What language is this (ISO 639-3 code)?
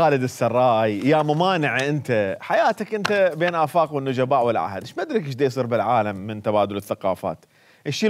acm